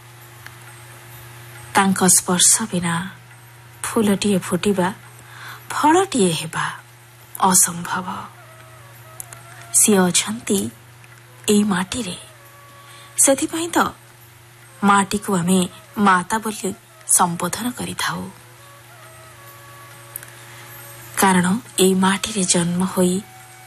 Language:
Odia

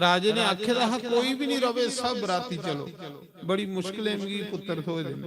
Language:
Dogri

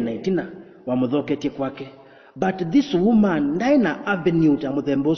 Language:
Kamba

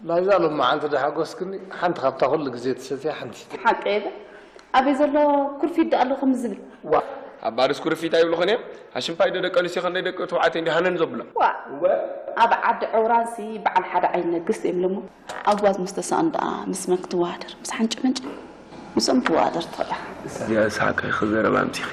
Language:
Tigrinya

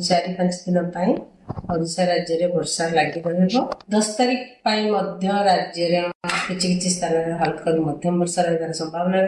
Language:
Odia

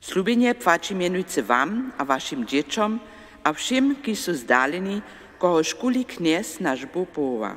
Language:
Upper Sorbian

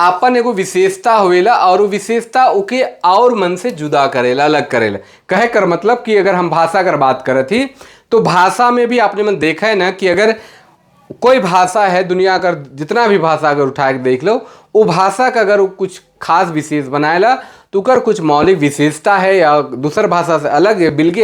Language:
Sadri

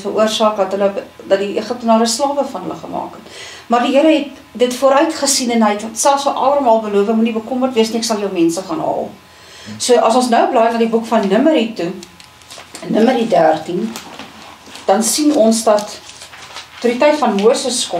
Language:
Afrikaans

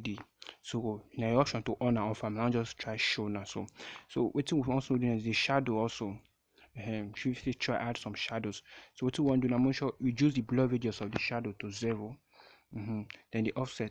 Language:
Nigerian Pidgin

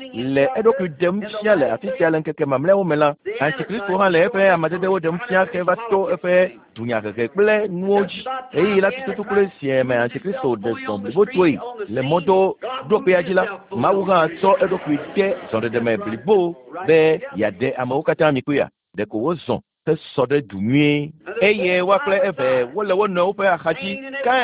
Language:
Ewe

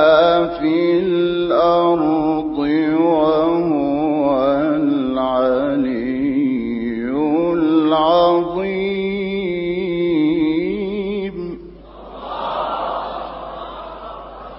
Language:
Arabic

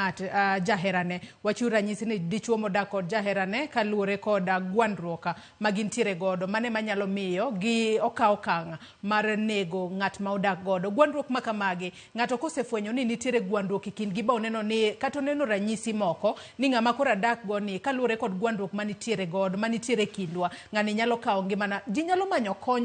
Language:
Luo (Kenya and Tanzania)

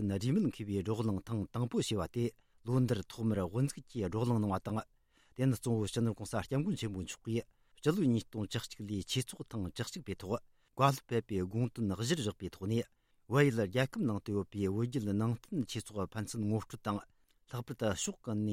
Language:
Tibetan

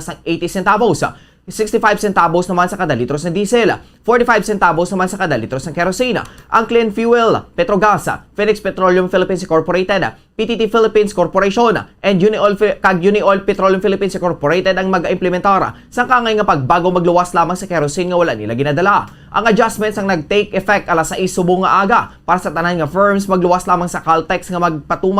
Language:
Hiligaynon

